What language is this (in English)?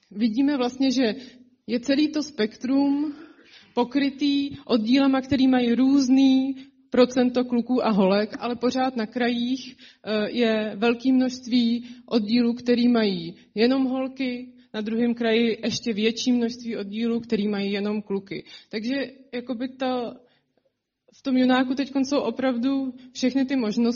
Czech